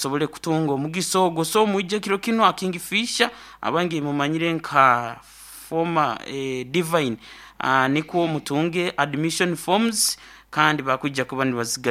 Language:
Nyoro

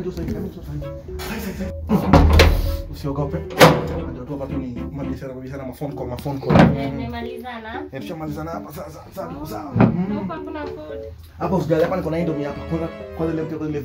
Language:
Swahili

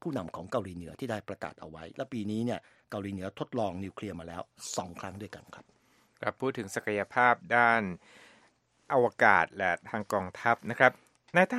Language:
Thai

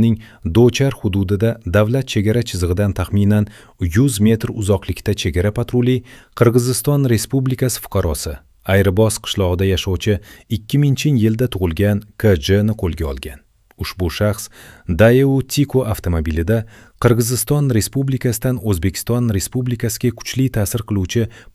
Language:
Uzbek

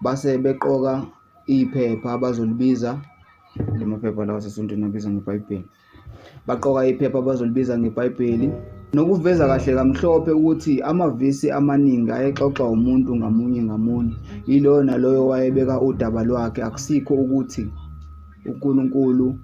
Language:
Zulu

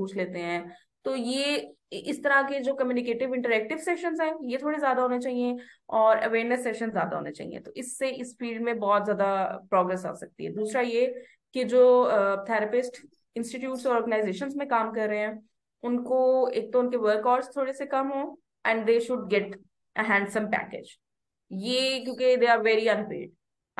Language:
Hindi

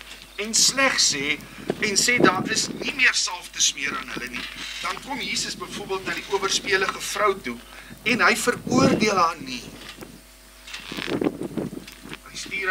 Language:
Afrikaans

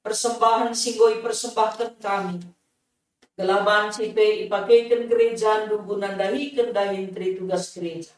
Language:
Batak Karo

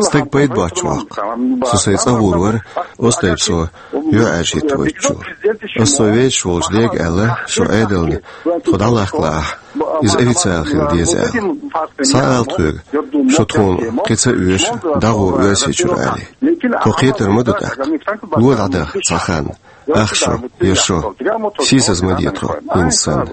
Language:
Chechen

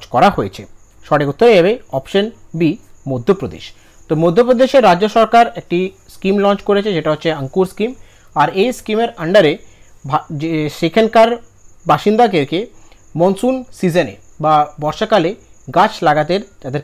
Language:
Bangla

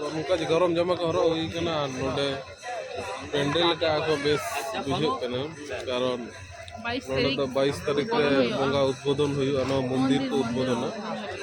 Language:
Santali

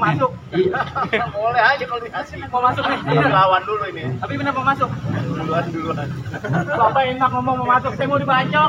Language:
Betawi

